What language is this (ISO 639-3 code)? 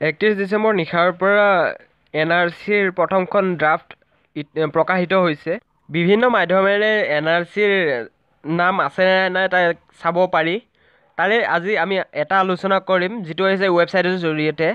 asm